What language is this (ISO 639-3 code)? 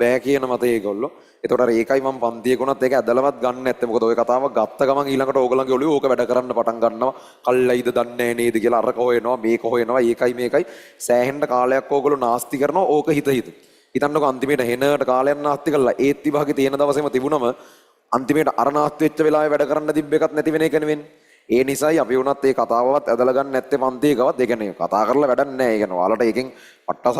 sin